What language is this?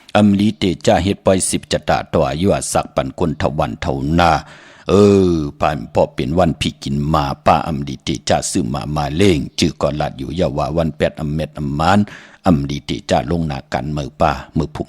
Shan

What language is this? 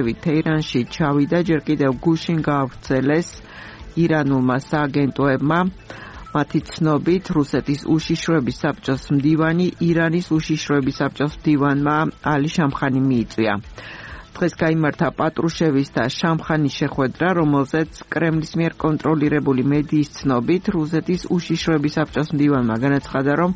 Georgian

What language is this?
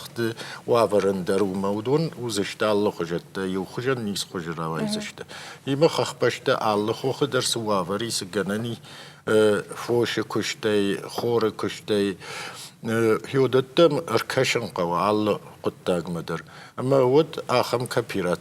Ossetic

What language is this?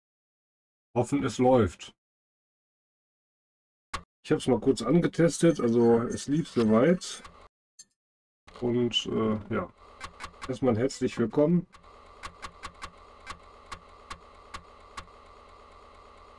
German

